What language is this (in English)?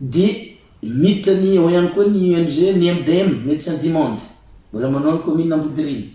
Malagasy